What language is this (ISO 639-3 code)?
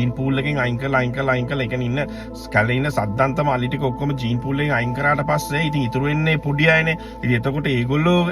sin